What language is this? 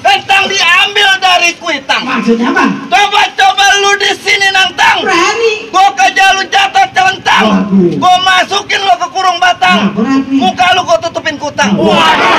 Betawi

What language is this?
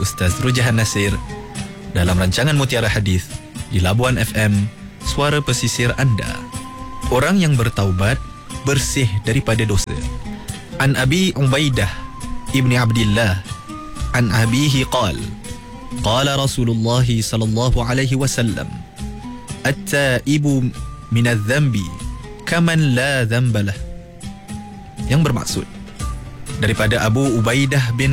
Malay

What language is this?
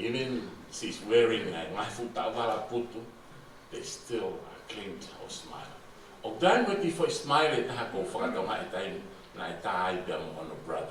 Tongan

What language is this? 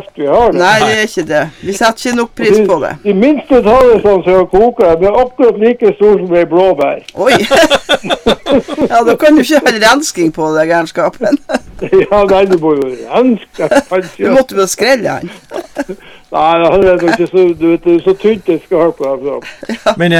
Norwegian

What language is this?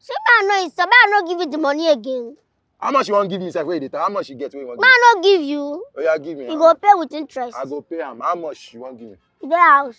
Nigerian Pidgin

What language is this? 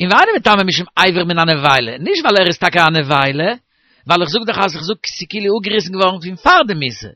Yiddish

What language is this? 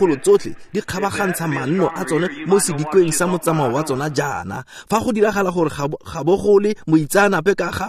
Tswana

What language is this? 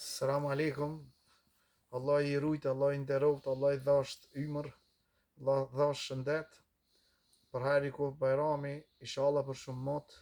Albanian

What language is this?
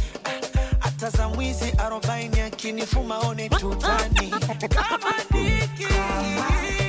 Swahili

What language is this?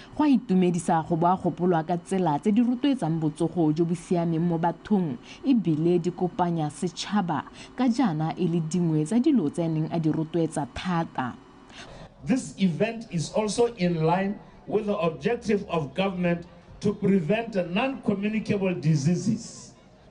Tswana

